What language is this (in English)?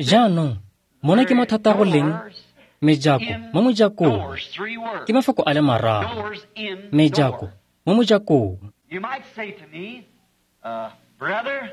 Tswana